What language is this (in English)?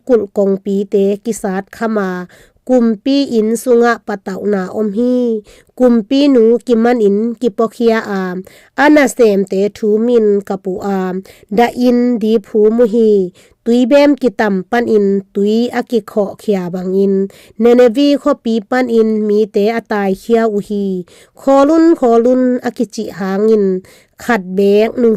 Tedim Chin